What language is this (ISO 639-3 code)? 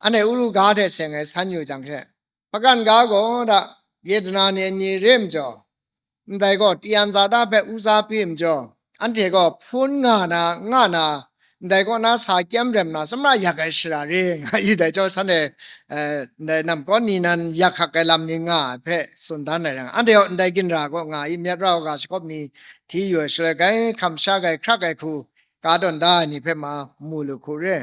kac